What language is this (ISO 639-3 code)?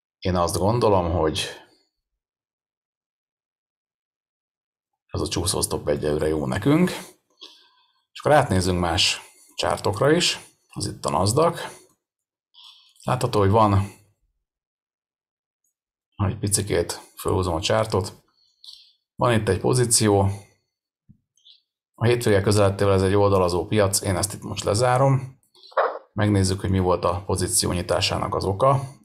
hun